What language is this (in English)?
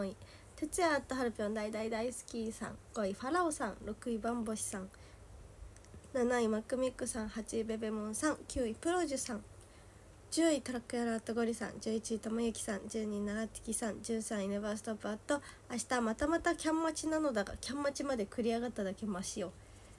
Japanese